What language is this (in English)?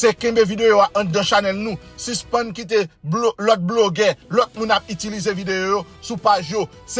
Haitian Creole